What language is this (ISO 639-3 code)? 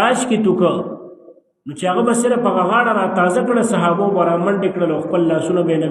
pus